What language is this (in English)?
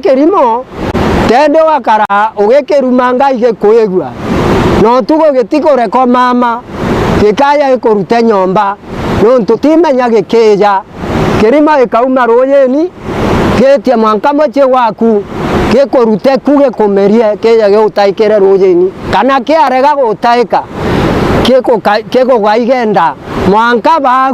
Meru